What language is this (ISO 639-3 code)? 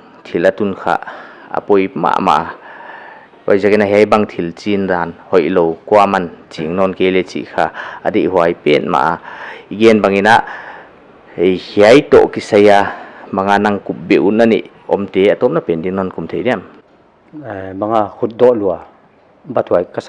pck